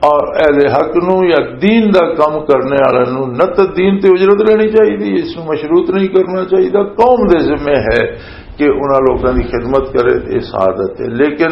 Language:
Western Panjabi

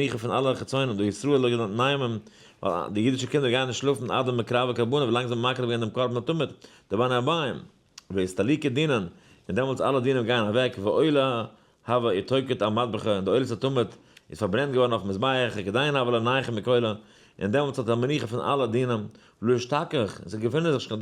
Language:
Yiddish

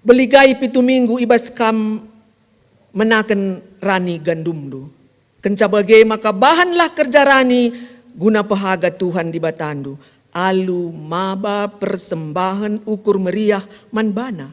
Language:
Batak Karo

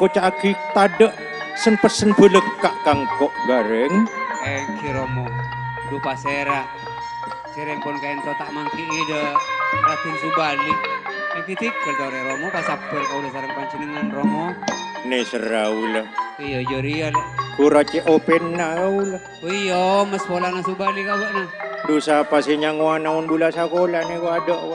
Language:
Madurese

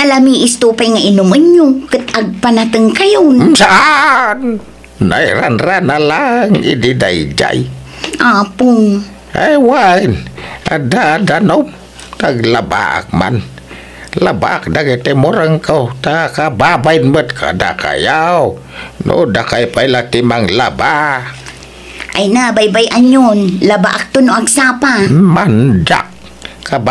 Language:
Iloko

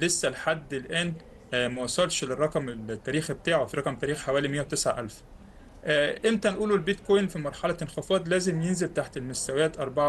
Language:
Egyptian Arabic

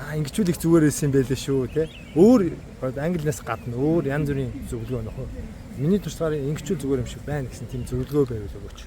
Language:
Mongolian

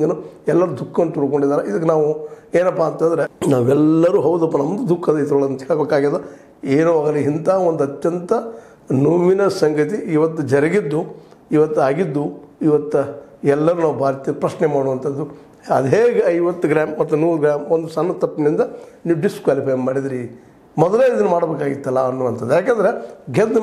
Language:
Kannada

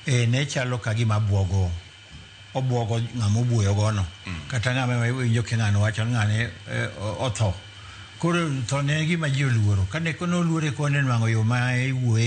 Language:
Luo (Kenya and Tanzania)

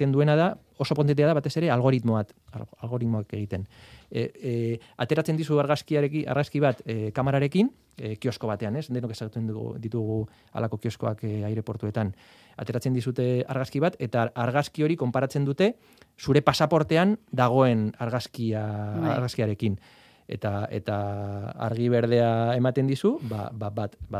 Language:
Basque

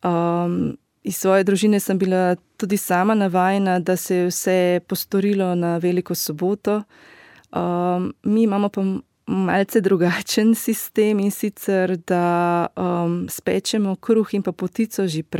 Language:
Slovenian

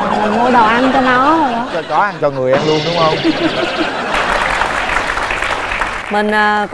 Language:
Vietnamese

